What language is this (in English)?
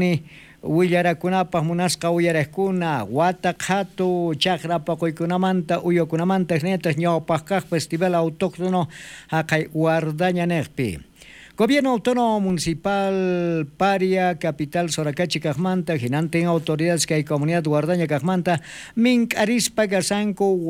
South Bolivian Quechua